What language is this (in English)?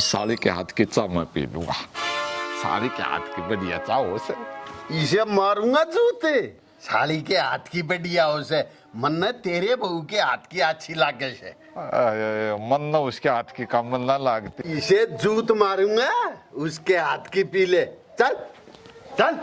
Haryanvi